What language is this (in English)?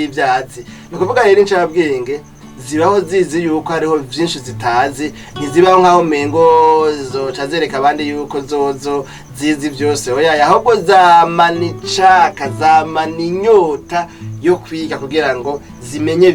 Rundi